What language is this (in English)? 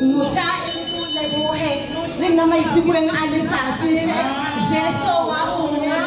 Tswana